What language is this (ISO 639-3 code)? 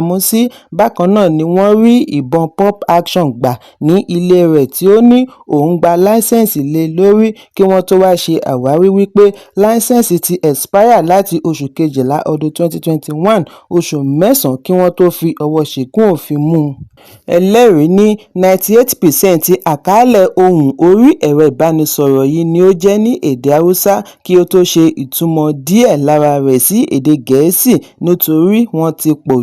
yor